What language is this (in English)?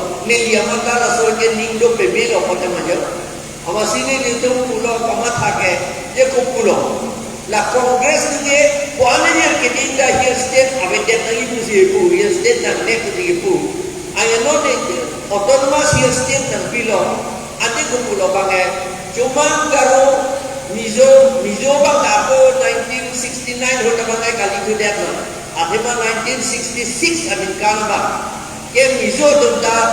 Karbi